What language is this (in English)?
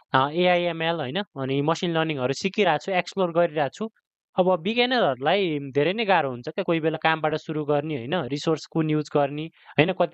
Nepali